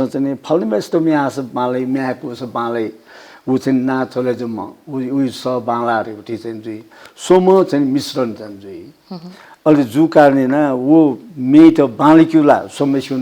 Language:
Newari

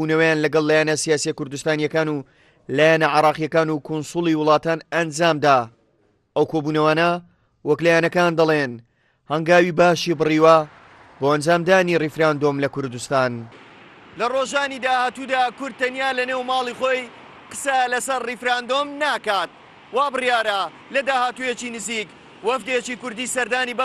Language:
Central Kurdish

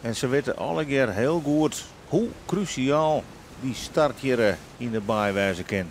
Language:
Western Frisian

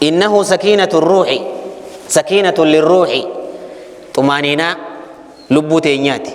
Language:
Oromo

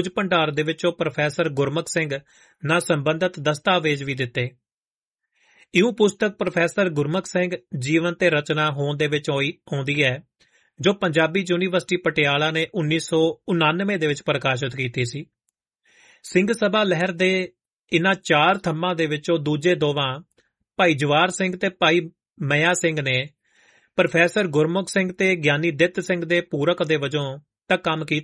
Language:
Punjabi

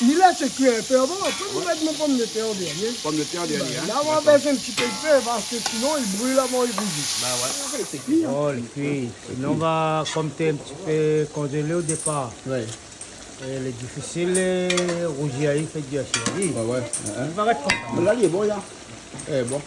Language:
Réunion Creole French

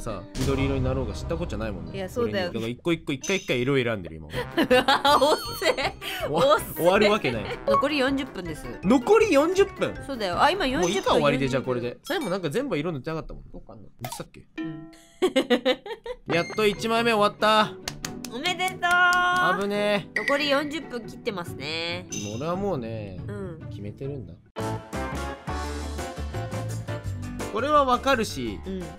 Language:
Japanese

